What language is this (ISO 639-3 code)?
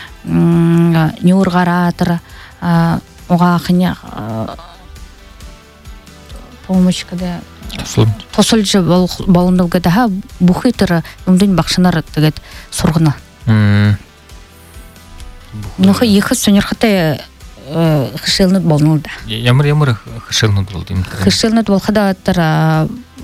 bua